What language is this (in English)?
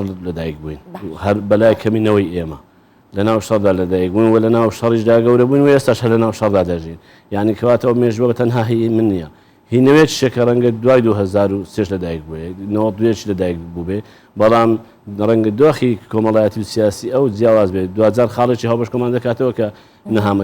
Central Kurdish